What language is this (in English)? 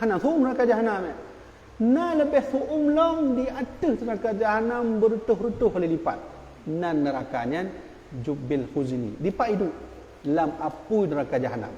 Achinese